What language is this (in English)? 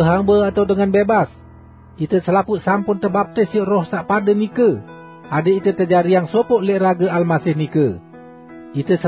Sasak